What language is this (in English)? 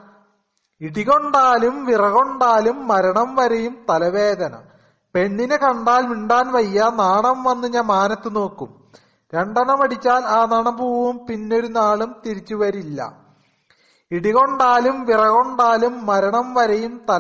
Malayalam